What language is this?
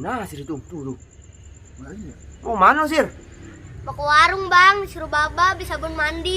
Betawi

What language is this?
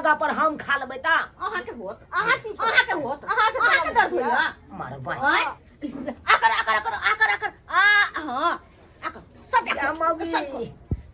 Maithili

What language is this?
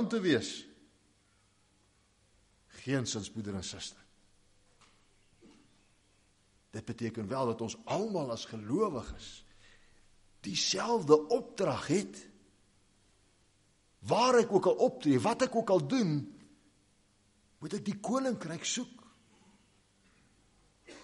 Afrikaans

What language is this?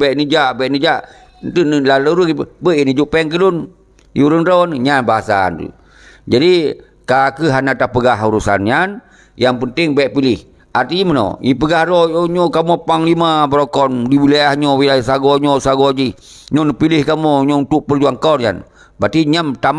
Achinese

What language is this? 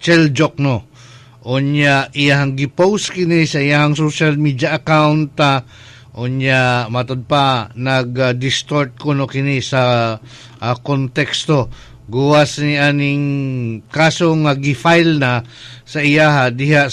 Cebuano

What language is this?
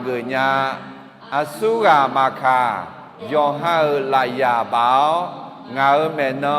Akha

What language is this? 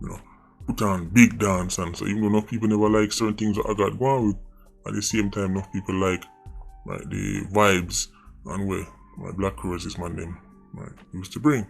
Jamaican Creole English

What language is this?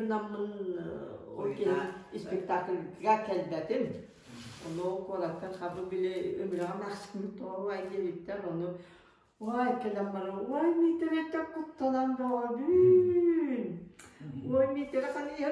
Yakut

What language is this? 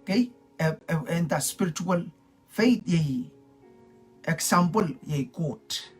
Pohnpeian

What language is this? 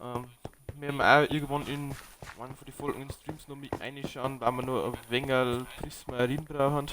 Bavarian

